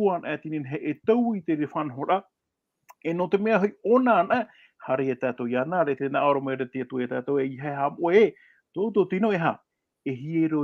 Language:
Tahitian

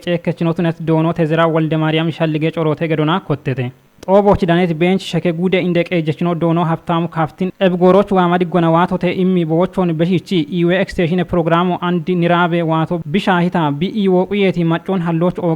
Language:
Kafa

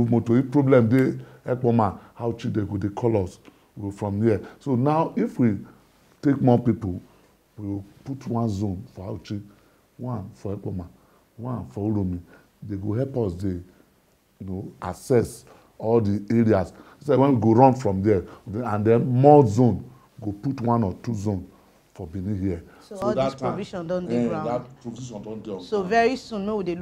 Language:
Nigerian Pidgin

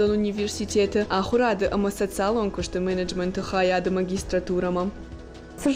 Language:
Ossetic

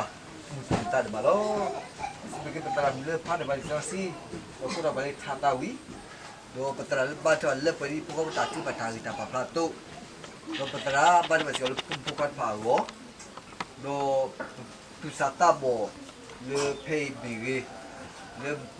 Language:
S'gaw Karen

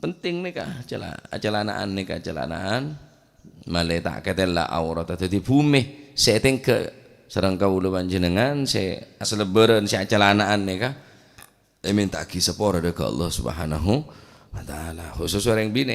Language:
Madurese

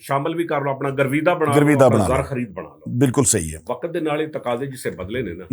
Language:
Western Panjabi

